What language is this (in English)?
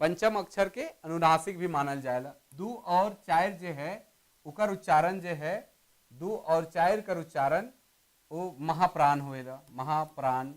Sadri